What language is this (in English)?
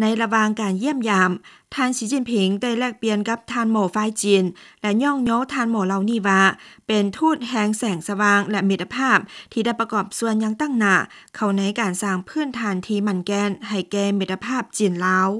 Lao